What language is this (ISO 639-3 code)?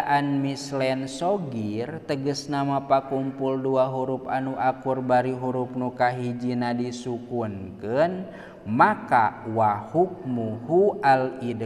sun